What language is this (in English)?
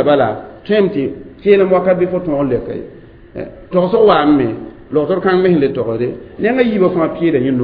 Mossi